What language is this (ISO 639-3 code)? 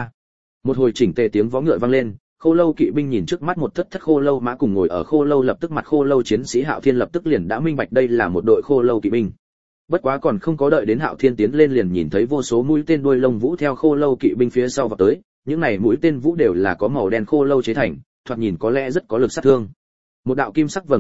vie